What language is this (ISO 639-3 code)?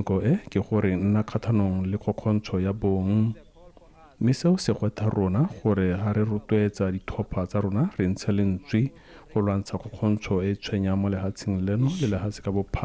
tsn